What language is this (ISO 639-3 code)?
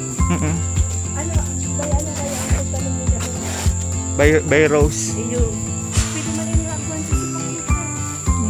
bik